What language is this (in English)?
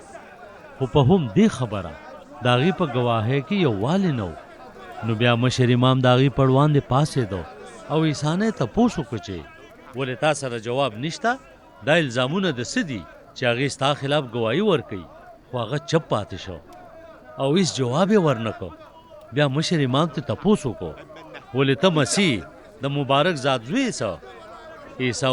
Pashto